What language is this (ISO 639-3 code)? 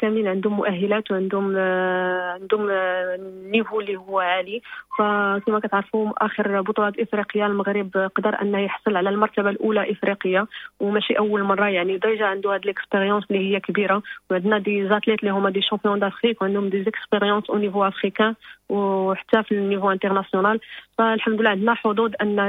ary